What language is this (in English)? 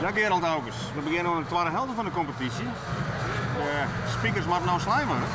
Western Frisian